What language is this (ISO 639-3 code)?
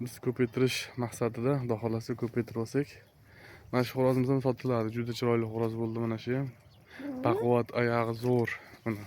uzb